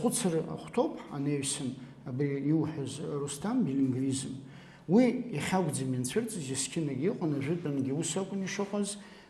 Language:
Abkhazian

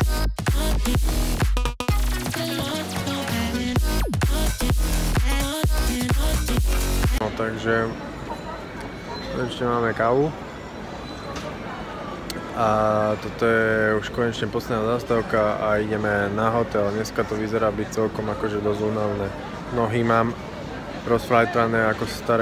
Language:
Slovak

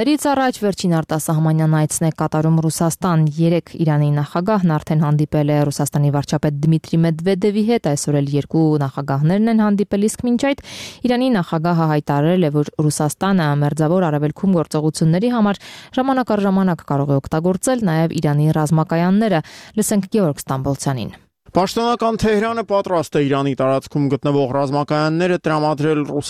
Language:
Armenian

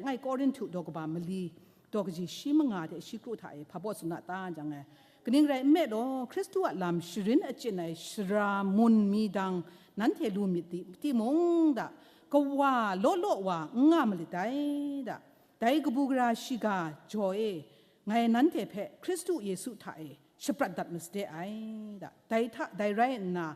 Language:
Kachin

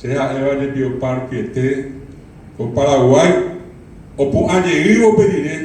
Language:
Guarani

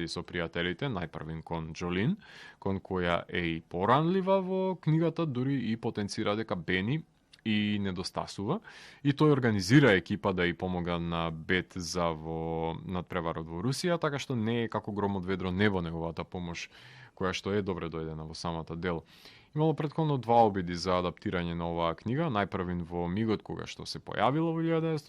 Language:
Macedonian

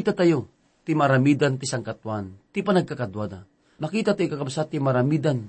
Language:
Iloko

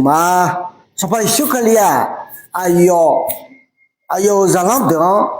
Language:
Akha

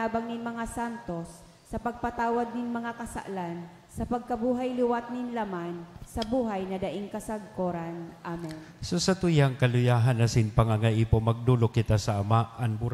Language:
Bikol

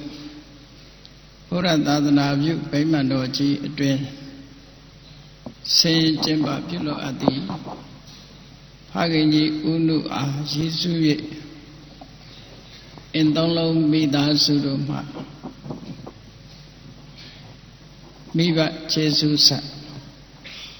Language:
Burmese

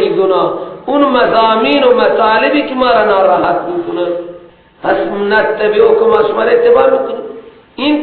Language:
Persian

